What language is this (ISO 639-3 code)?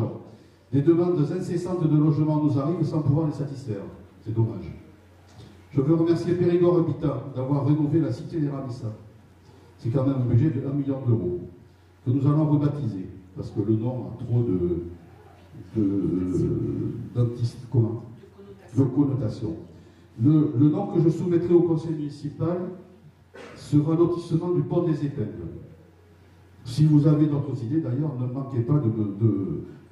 fra